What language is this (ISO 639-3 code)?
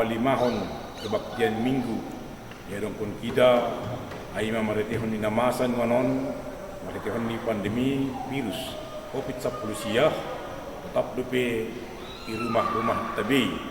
bts